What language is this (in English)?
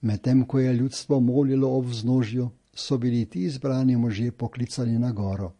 Slovenian